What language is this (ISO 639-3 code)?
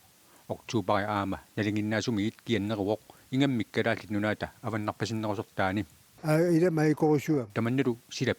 kal